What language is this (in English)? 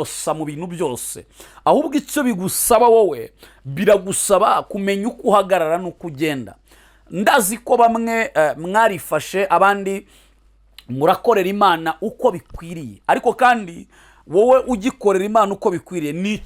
Kinyarwanda